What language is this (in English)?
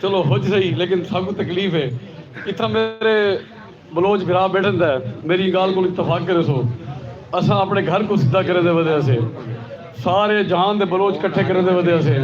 Saraiki